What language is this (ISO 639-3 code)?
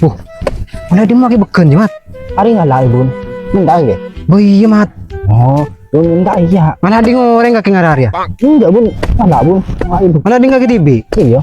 mad